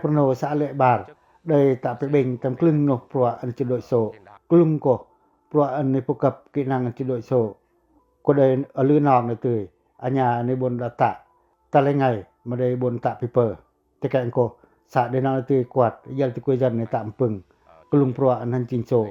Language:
Pacoh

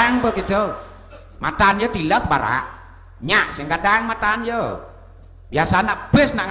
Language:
Balinese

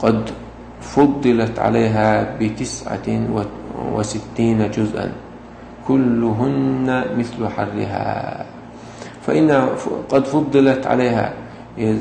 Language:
Chechen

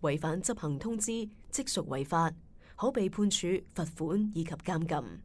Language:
Cantonese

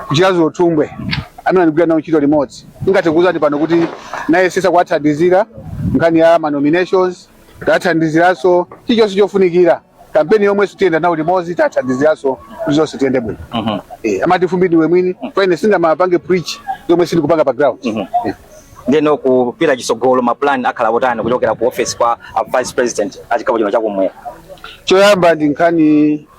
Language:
Nyanja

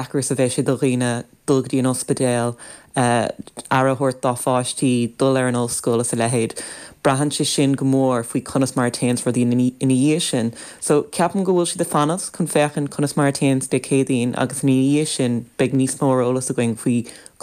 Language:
Irish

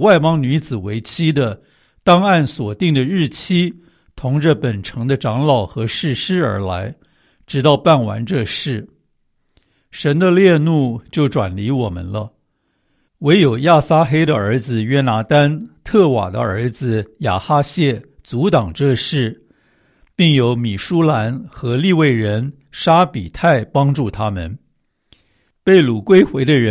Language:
Chinese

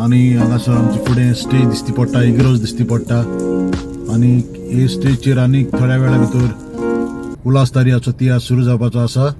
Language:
Konkani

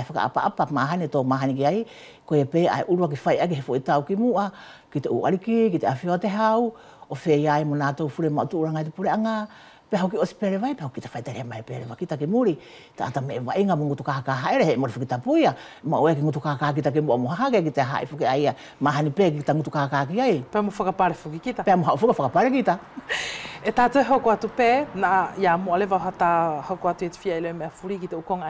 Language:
Wallisian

